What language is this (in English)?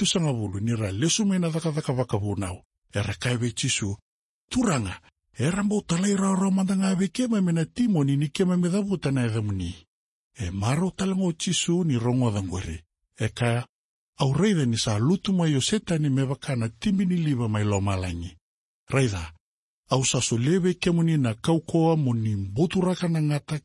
Fijian